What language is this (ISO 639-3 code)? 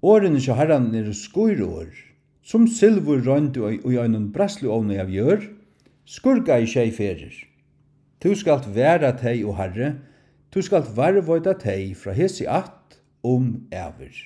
fao